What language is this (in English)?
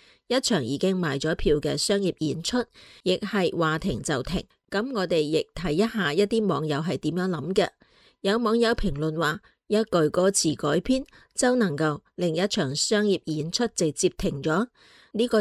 Cantonese